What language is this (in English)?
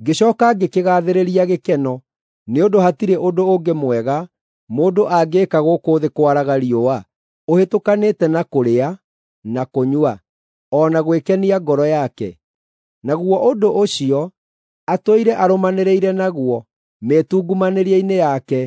Kikuyu